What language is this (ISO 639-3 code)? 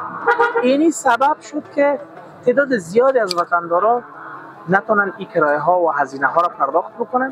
fas